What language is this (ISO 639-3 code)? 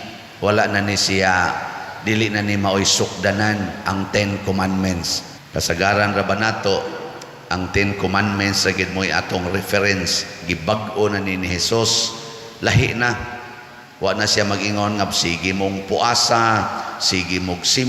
ceb